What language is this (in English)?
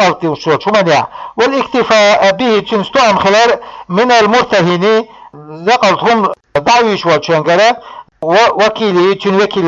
Chechen